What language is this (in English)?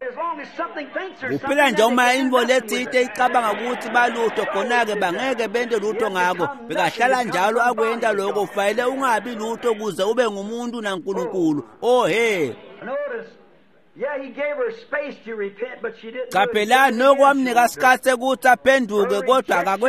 Swati